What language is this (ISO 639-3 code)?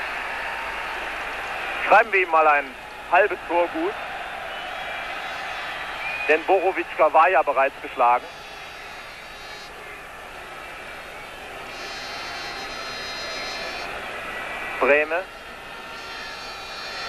deu